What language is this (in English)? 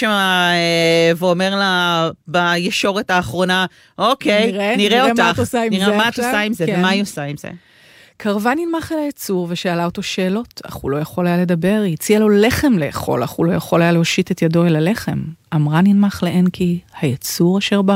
Hebrew